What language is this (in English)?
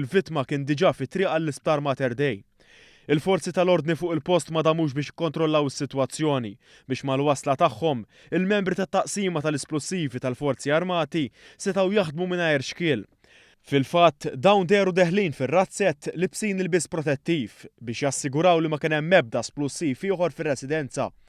Maltese